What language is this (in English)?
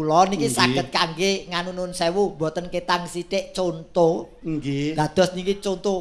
Javanese